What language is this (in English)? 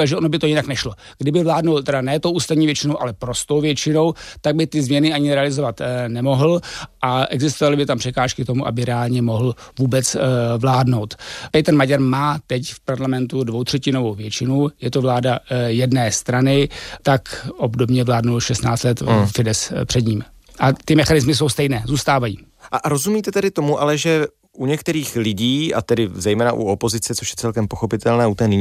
Czech